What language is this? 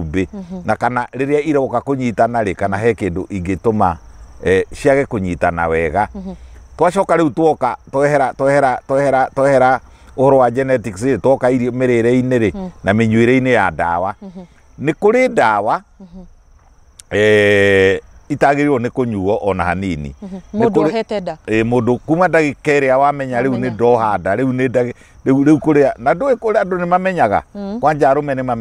Kikuyu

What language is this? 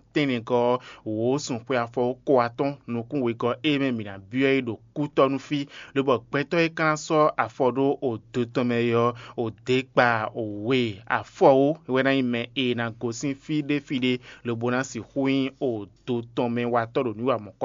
Fon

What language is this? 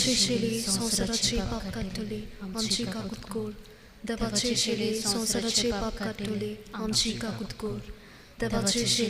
Konkani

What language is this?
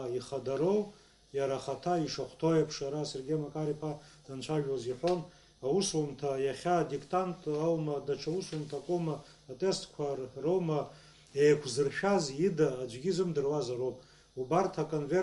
Abkhazian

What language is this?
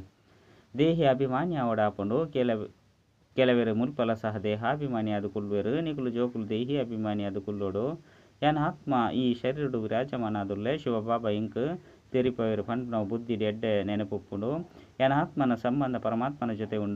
Tulu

